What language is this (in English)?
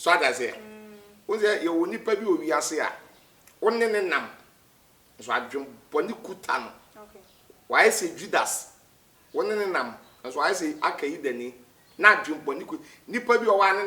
Akan